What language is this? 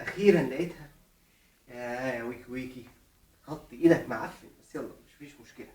Egyptian Arabic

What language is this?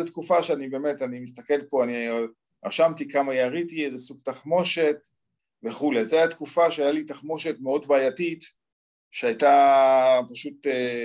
Hebrew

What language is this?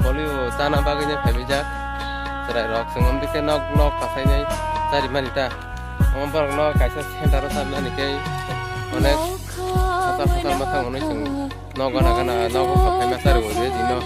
Kok Borok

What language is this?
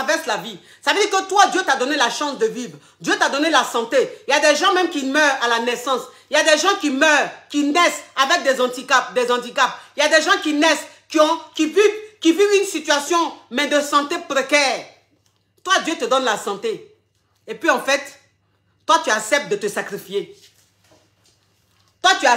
French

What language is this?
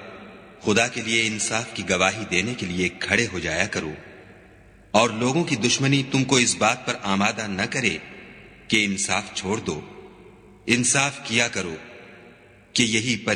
Urdu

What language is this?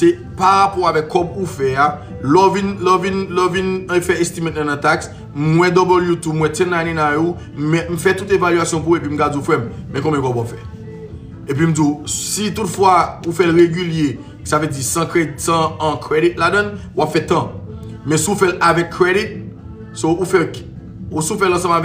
Haitian Creole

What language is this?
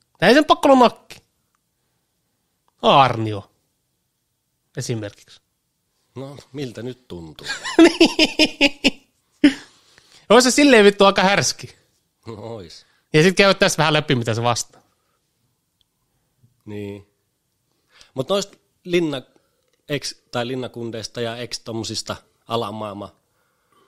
Finnish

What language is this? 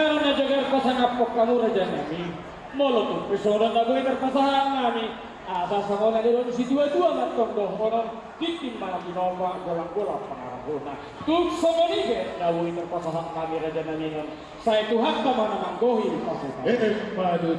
Batak Toba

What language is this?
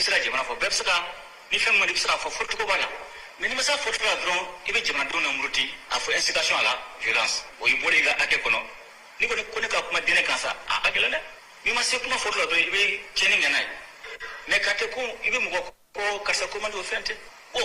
Bambara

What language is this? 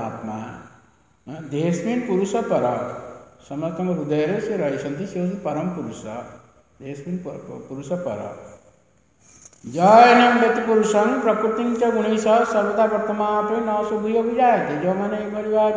Odia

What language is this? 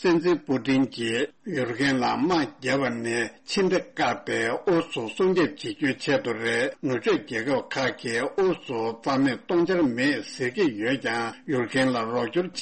Tibetan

